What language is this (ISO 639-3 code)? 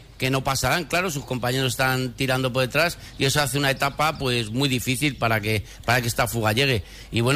spa